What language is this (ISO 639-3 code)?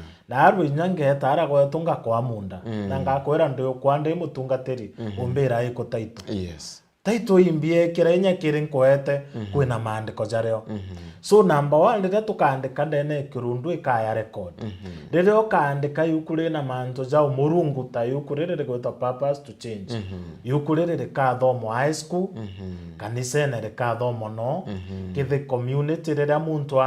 mer